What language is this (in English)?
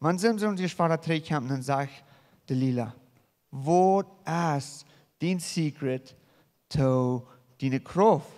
Plautdietsch